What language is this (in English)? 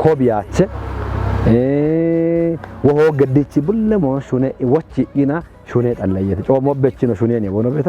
Kafa